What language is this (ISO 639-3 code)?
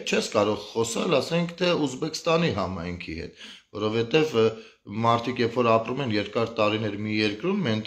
hye